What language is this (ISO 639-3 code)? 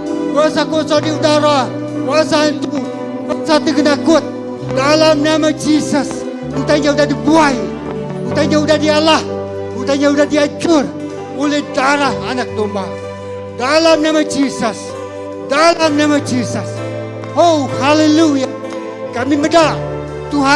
iba